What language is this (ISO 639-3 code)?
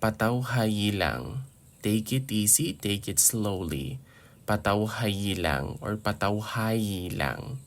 hil